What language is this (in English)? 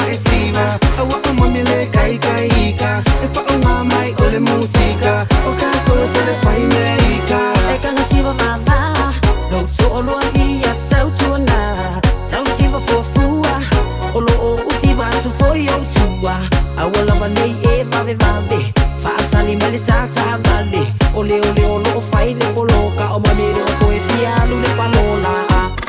Samoan